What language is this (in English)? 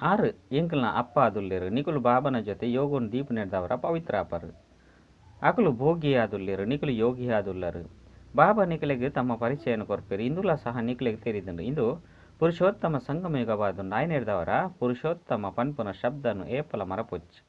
Tulu